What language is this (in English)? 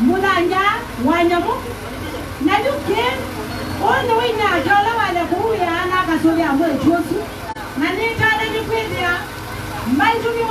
Kamba